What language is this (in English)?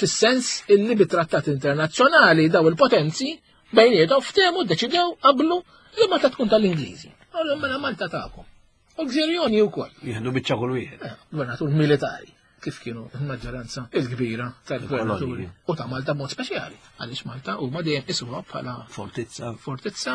Maltese